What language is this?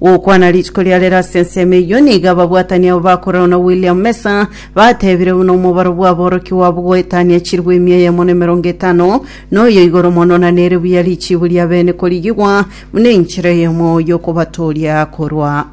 Gusii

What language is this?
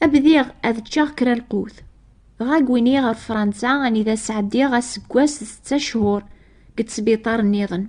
Kabyle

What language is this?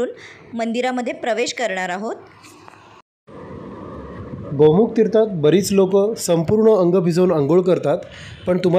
Marathi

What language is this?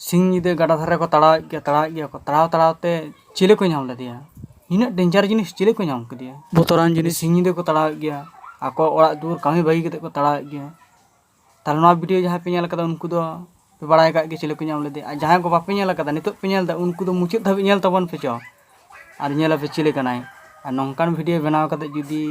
Santali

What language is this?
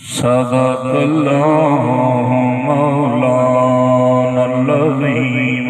Saraiki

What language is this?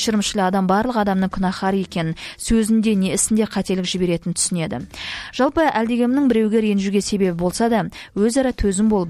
Kazakh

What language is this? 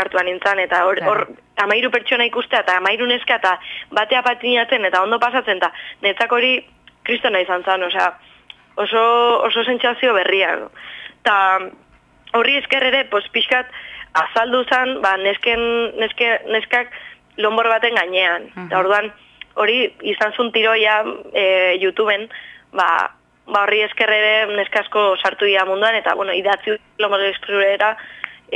Basque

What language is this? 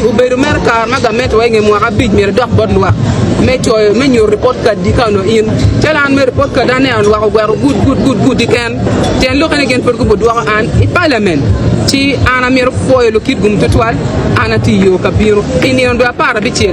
Acoli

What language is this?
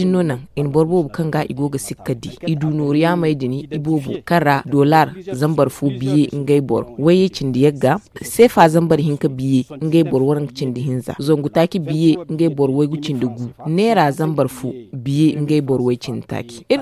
Zarma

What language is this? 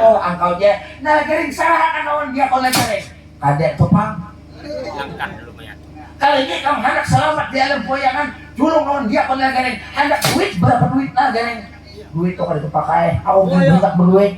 Banjar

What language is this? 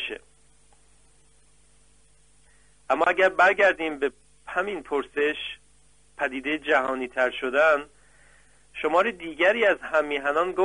Persian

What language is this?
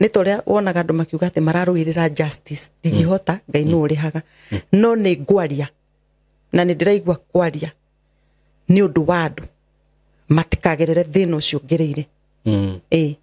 Kikuyu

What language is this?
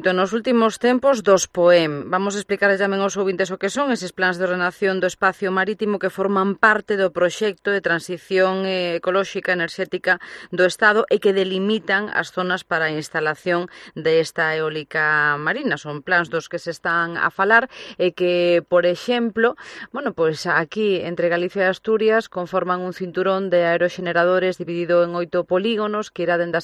Galician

